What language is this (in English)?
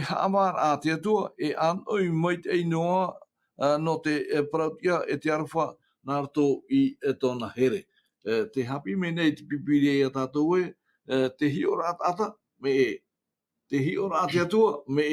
Tahitian